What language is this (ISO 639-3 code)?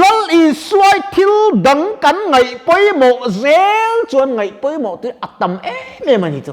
lus